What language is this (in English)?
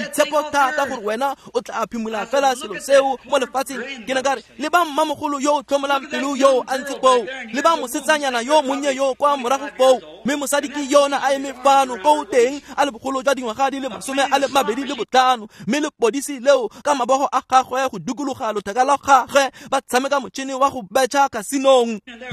Tswana